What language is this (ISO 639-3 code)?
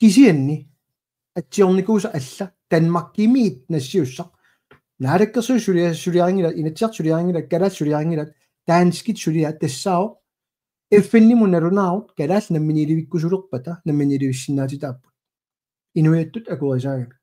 kal